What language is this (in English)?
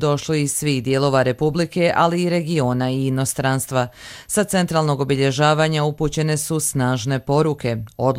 Croatian